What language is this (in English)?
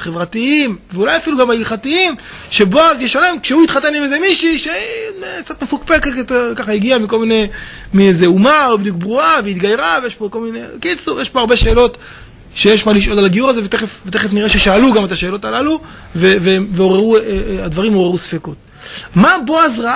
Hebrew